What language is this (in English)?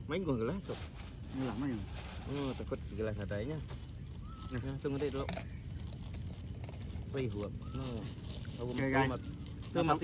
Malay